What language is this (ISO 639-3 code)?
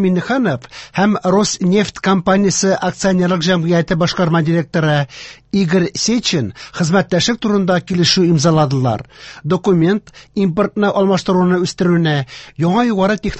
tat